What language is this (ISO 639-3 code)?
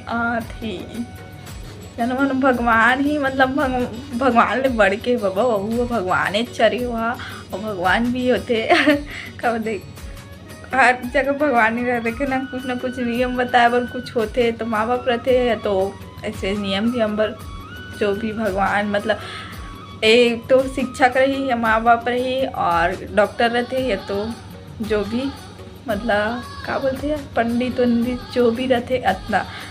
hne